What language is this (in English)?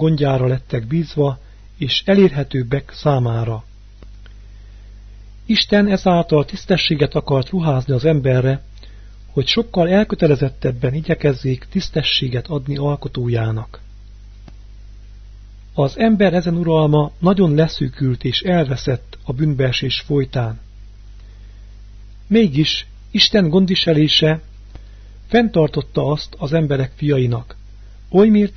Hungarian